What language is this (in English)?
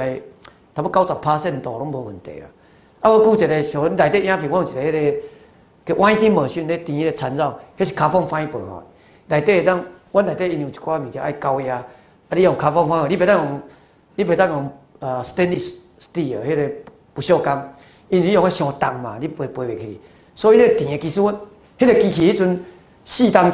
Min Nan Chinese